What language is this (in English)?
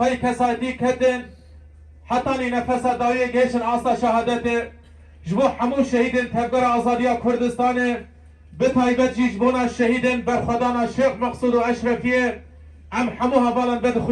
Kurdish